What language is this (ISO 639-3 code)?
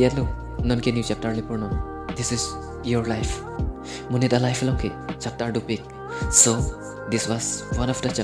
mjw